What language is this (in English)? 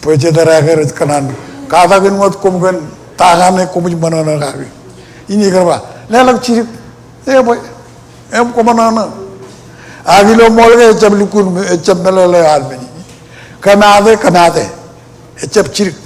Marshallese